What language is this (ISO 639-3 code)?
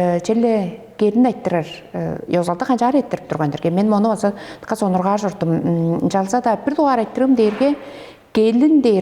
tyv